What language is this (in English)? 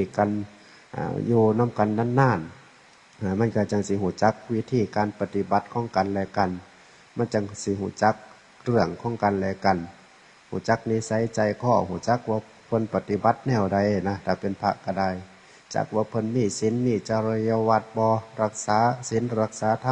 Northeastern Thai